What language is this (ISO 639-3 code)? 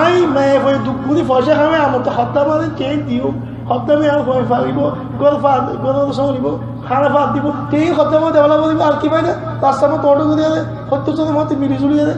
rhg